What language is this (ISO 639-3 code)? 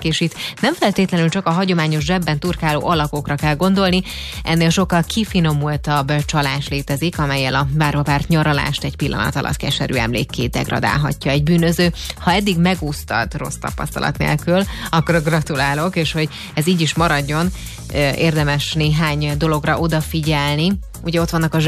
hun